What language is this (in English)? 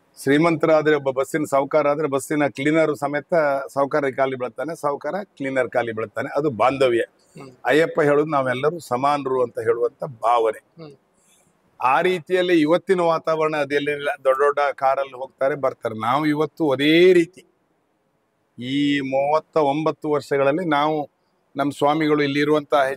Kannada